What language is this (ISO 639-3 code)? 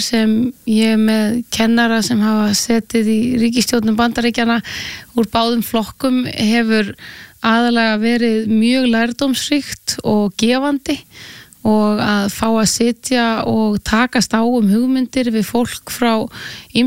isl